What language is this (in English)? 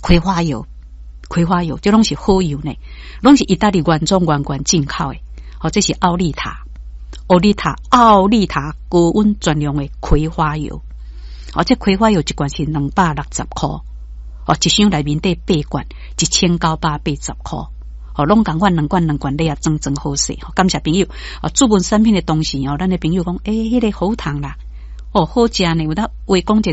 Min Nan Chinese